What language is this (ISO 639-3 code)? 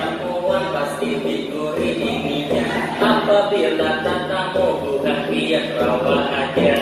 bjn